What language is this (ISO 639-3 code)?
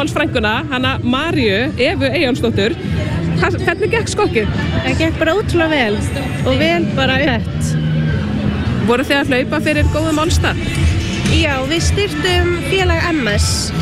isl